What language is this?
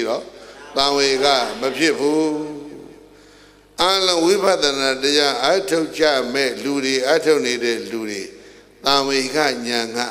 Burmese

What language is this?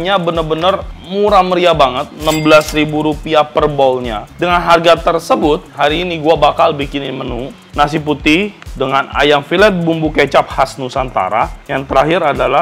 Indonesian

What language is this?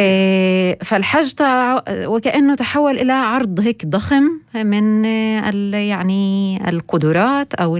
North Levantine Arabic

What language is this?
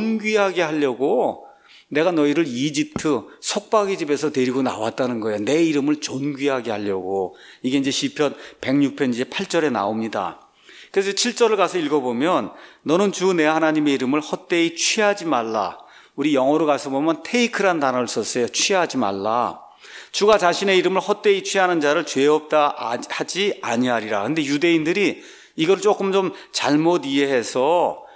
Korean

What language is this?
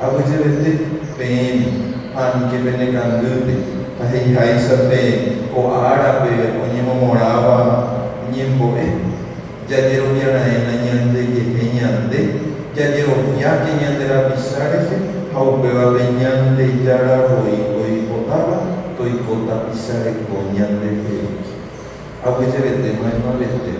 Guarani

